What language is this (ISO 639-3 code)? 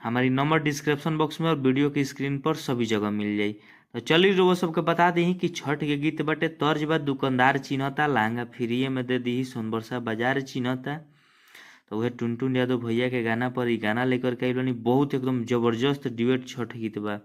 bho